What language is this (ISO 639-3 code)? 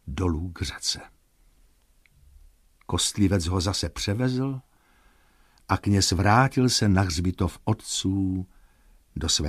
ces